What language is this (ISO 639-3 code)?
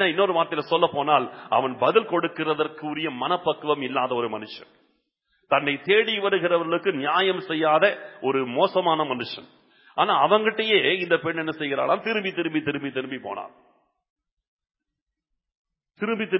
tam